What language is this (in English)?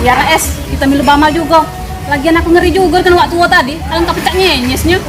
Musi